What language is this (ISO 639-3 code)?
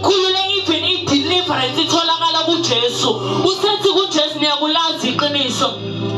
zul